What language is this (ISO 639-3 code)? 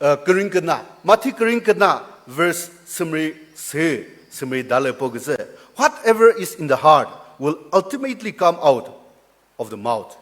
nri